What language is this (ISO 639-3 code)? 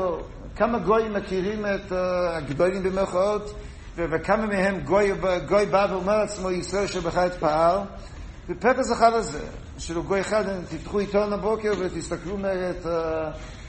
heb